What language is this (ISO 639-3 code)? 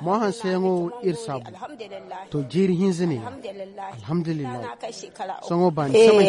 dje